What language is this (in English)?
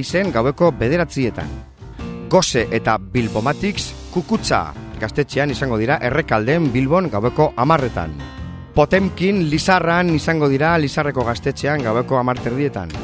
Basque